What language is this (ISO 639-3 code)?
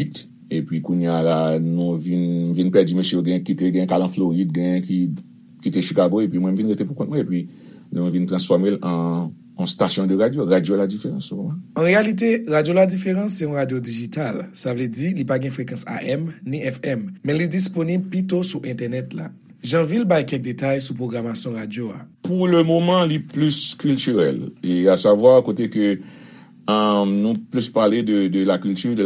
hat